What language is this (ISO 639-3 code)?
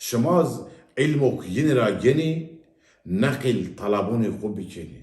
zza